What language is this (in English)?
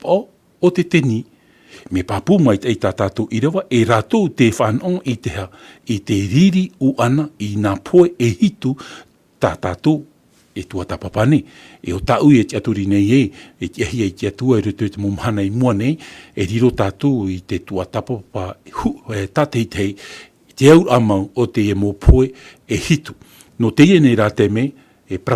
Tahitian